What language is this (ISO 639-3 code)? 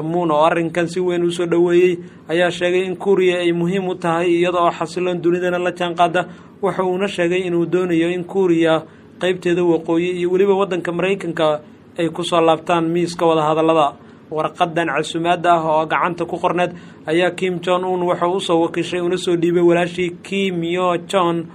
som